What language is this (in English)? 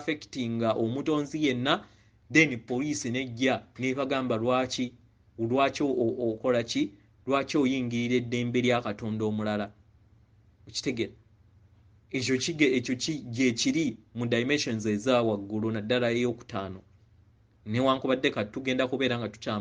Ganda